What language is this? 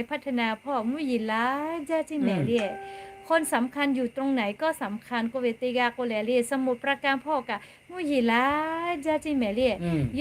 Lahu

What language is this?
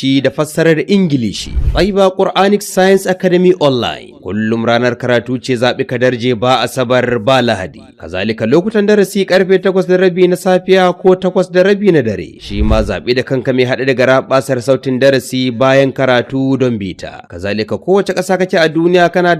Hausa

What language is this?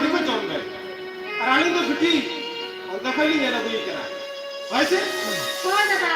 Santali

